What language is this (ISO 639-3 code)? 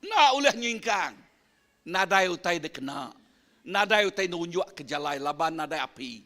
iba